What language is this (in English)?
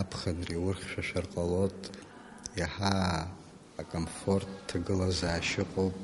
Abkhazian